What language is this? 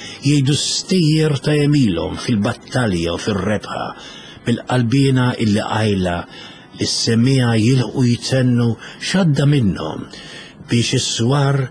Maltese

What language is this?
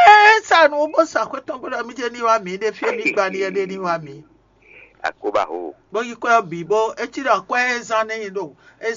Fon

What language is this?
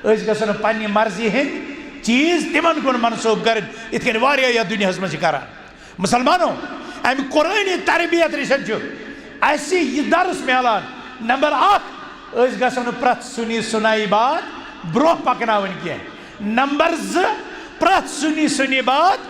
Kashmiri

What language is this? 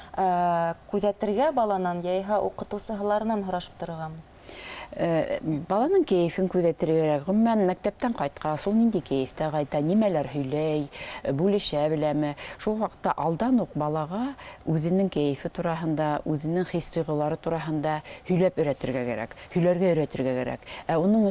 Bashkir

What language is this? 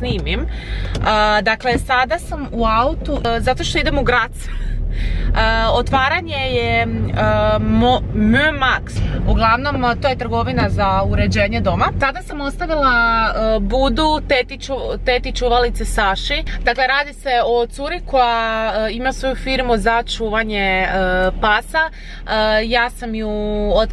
Croatian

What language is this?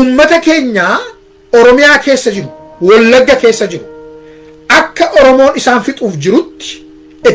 Oromo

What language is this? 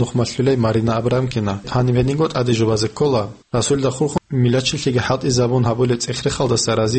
Avaric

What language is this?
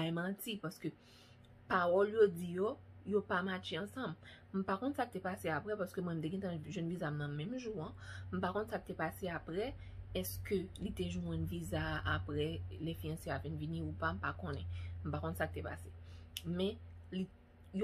Haitian Creole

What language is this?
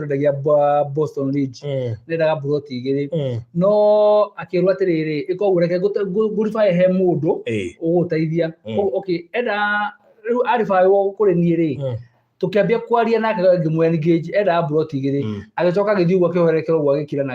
Kikuyu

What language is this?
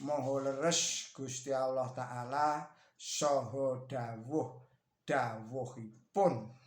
Javanese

